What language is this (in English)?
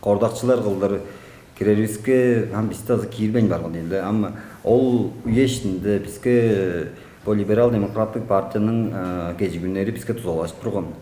Tuvinian